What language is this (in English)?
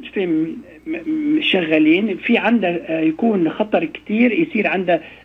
North Levantine Arabic